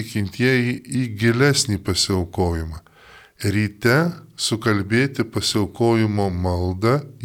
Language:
Lithuanian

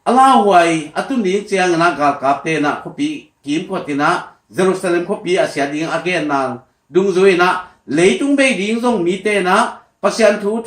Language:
Tedim Chin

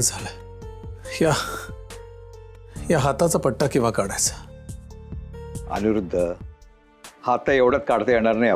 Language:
Marathi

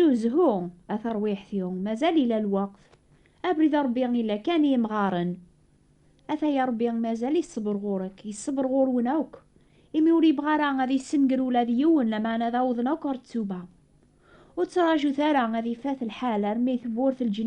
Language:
Kabyle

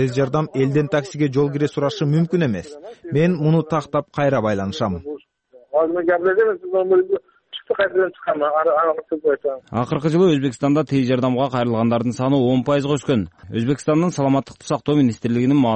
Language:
Kyrgyz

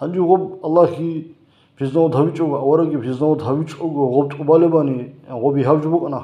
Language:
Avaric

